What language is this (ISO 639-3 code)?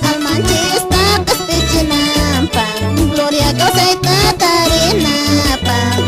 que